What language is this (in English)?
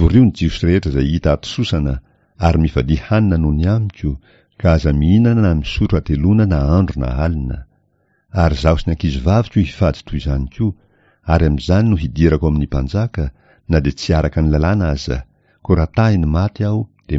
Malagasy